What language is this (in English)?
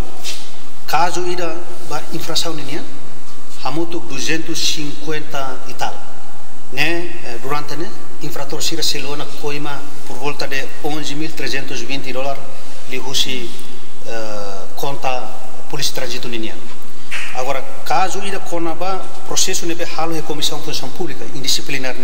Tetum